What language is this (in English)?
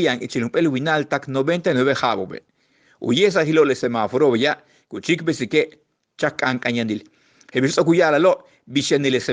Yucateco